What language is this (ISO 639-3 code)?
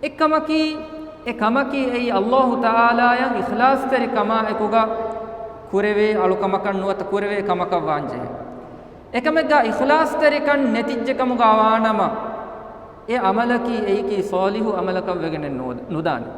div